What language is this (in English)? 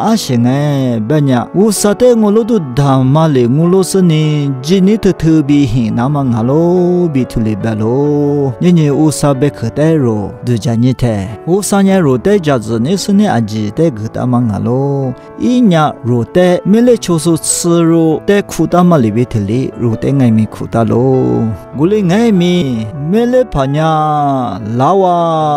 Lisu